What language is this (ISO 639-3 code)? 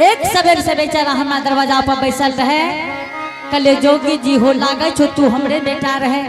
anp